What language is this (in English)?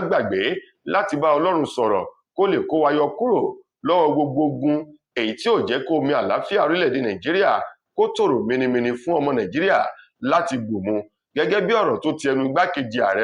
Yoruba